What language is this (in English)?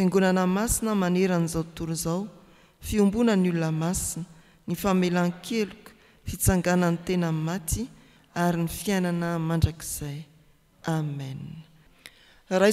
Malagasy